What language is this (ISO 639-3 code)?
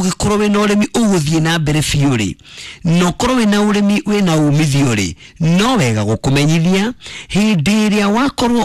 kik